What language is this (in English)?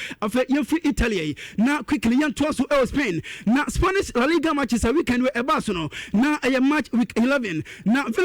Akan